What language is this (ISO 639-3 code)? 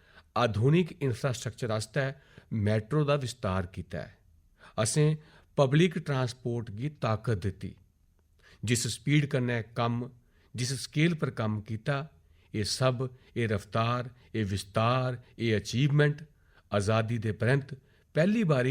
doi